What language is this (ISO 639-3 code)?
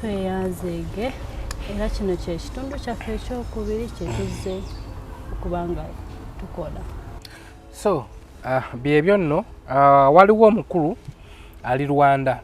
lug